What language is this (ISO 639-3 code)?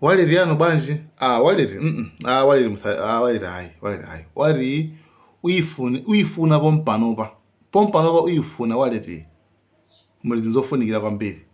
nya